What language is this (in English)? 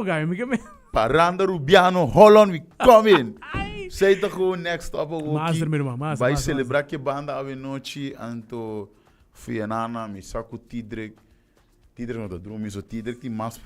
Papiamento